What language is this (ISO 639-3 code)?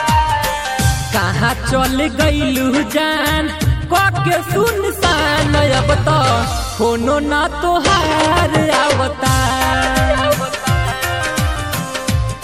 bho